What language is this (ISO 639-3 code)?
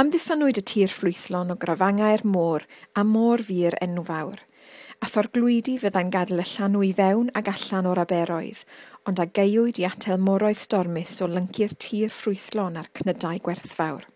cym